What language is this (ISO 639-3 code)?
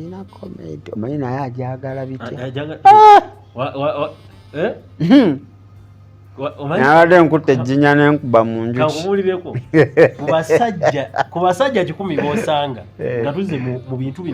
lug